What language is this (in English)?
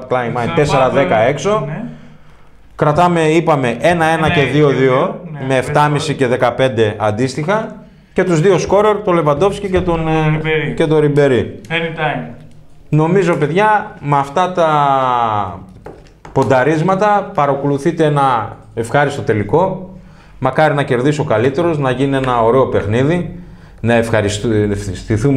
Greek